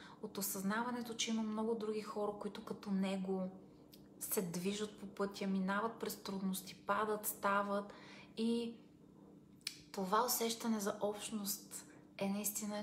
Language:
Bulgarian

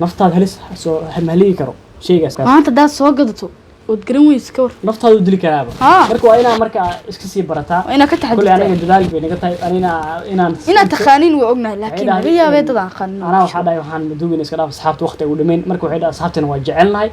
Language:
Somali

